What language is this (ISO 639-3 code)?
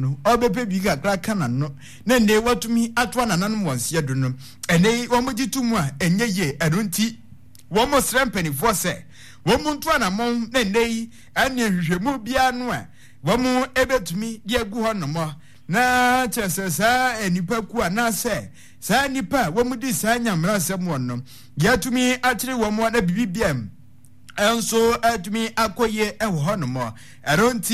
aka